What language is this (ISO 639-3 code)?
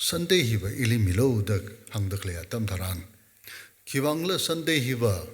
nmf